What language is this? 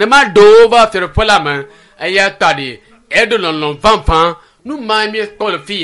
Ewe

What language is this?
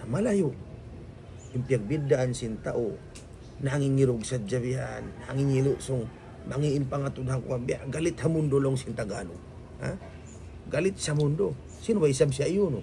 Tausug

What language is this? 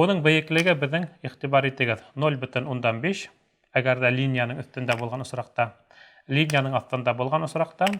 Bashkir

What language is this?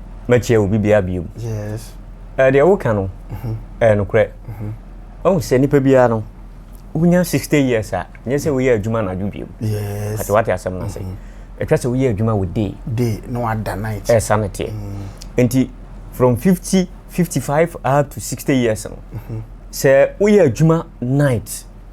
Akan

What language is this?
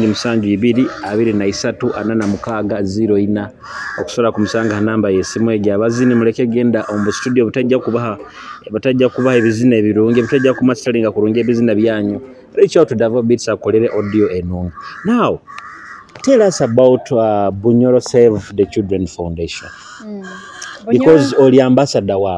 Nyoro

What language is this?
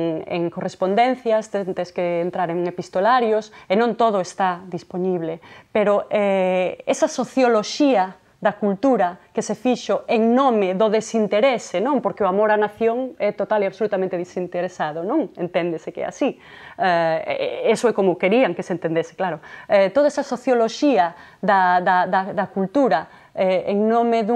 Galician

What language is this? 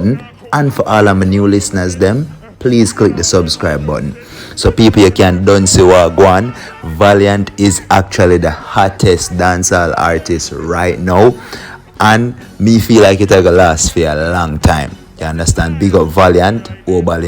Jamaican Creole English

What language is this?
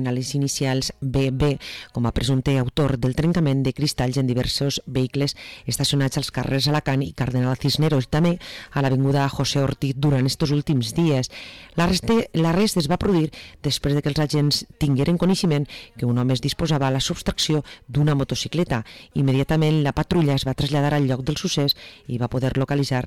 Catalan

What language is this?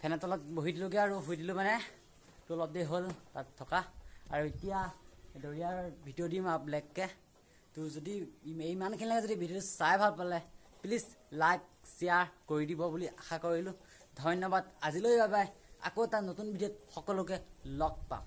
Assamese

